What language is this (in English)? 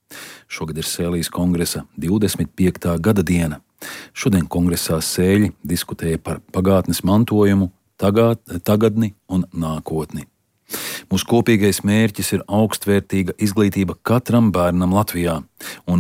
Latvian